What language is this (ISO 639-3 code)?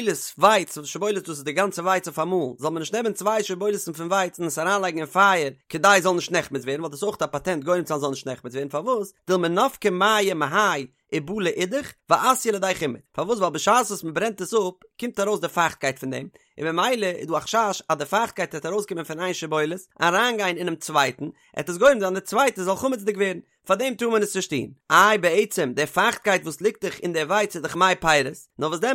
yid